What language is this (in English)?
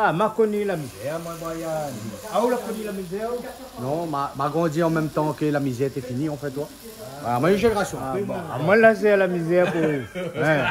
Réunion Creole French